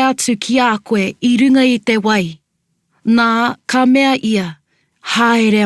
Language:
Māori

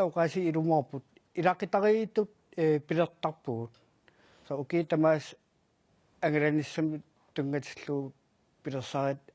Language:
Kalaallisut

